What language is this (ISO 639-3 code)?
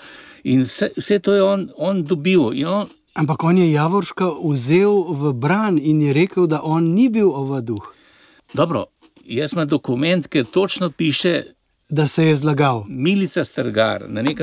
slv